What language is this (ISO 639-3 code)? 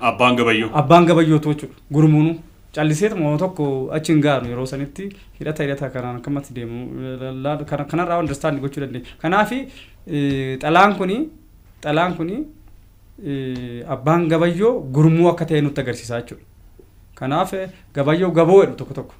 orm